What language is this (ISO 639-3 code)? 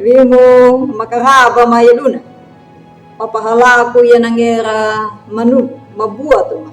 akg